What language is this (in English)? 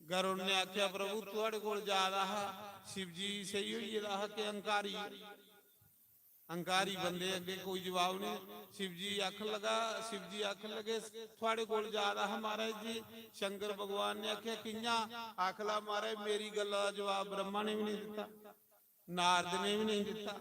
Dogri